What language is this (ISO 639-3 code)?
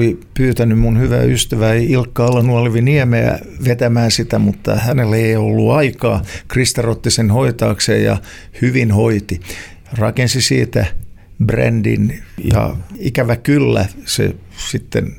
fin